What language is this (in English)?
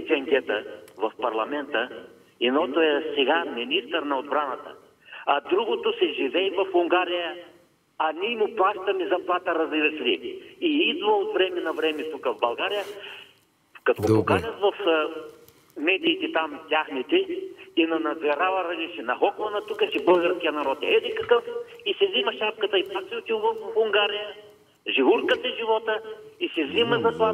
Bulgarian